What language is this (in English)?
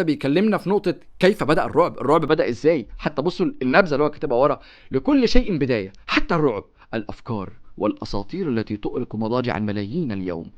Egyptian Arabic